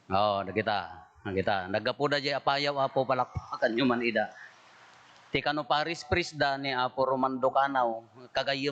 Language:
Iloko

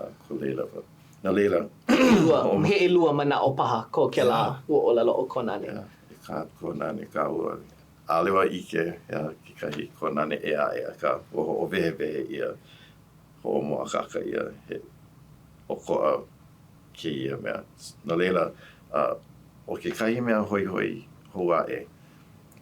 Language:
Hawaiian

